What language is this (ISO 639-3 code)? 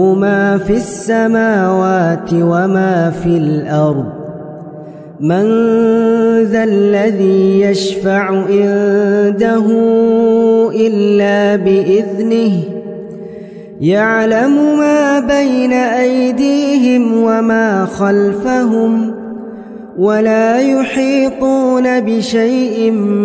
ara